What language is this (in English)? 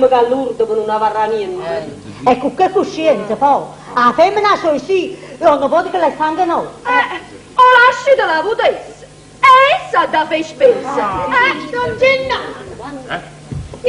Neapolitan